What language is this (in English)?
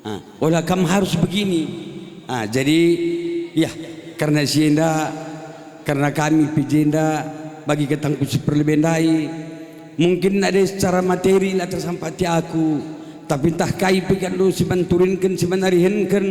Batak Karo